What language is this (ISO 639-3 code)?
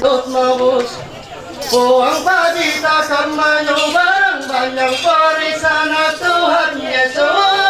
mhy